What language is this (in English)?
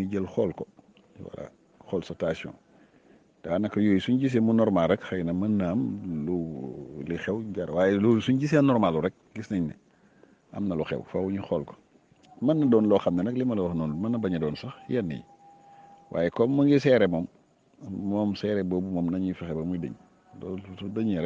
Wolof